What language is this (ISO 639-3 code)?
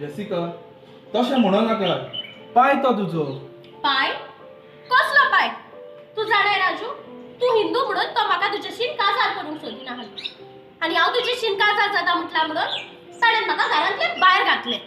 kok